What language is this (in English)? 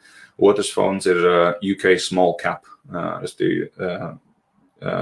Latvian